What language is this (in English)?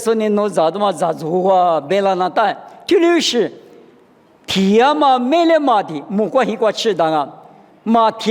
Lisu